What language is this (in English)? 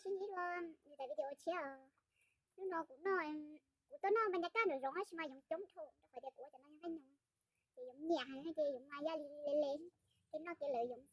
Hmong